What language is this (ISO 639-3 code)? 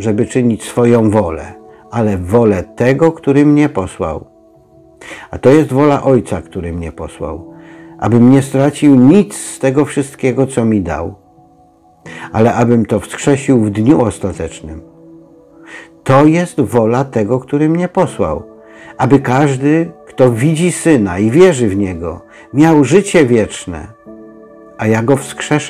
pol